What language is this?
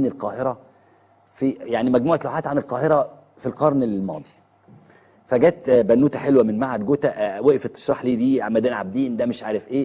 Egyptian Arabic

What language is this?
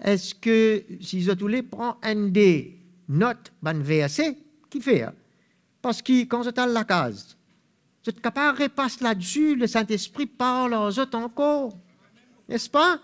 Morisyen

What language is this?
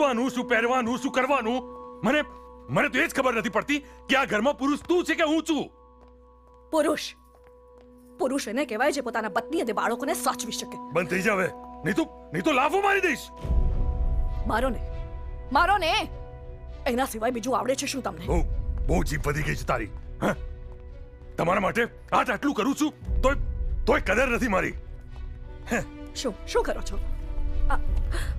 Gujarati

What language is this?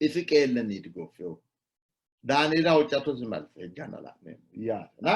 Sidamo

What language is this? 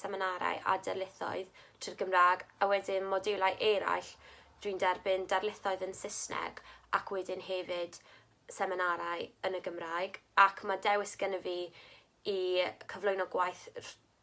Welsh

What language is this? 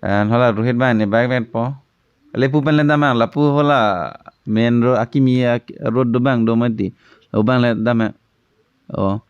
Karbi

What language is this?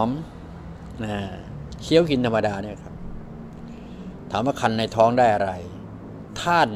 Thai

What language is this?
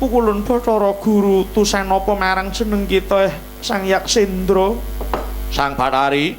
Javanese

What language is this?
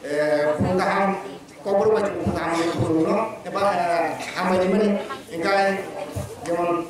Kok Borok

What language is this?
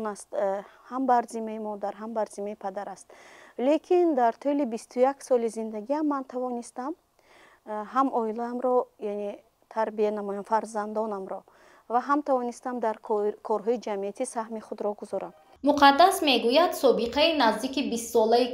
Tajik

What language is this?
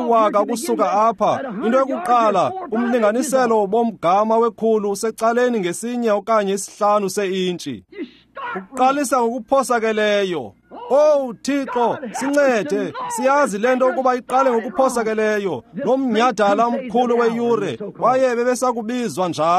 Xhosa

